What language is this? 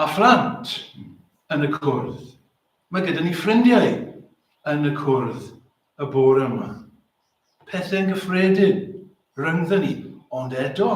Welsh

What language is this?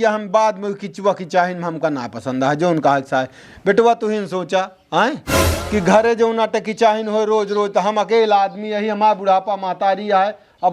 Awadhi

